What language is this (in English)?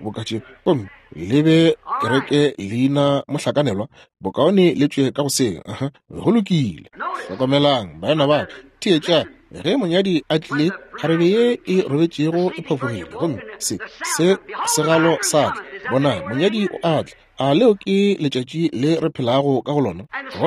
Northern Sotho